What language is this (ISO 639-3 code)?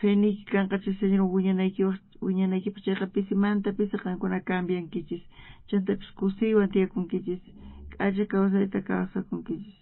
quh